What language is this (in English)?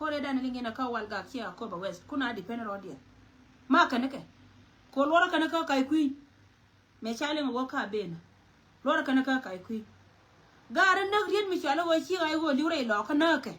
Nuer